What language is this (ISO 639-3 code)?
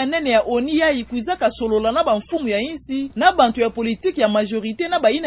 ktu